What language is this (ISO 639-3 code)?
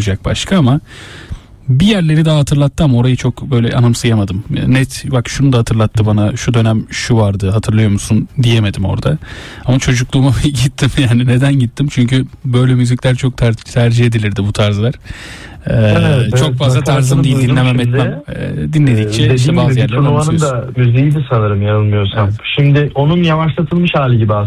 tur